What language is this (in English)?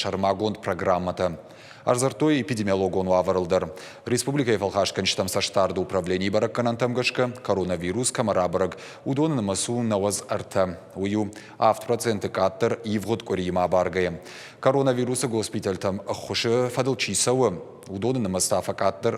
Ossetic